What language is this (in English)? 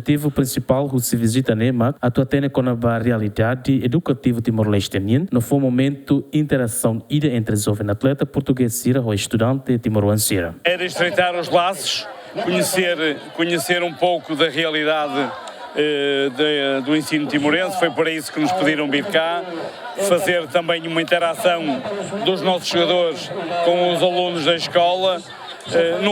Tetum